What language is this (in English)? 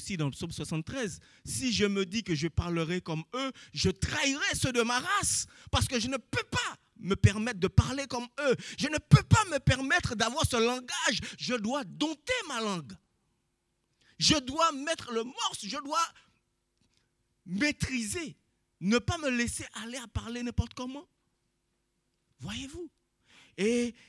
French